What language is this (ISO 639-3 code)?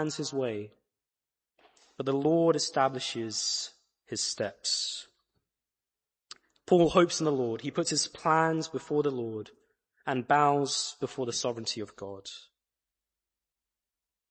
eng